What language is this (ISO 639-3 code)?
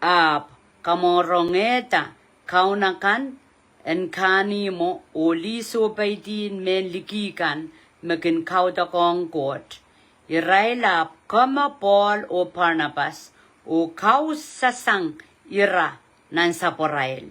pon